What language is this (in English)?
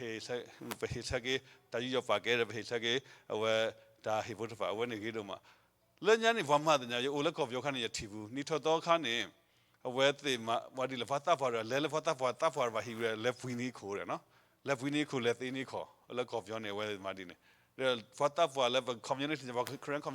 S'gaw Karen